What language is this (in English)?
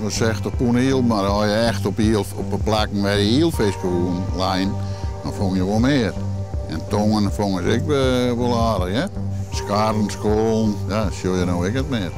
Western Frisian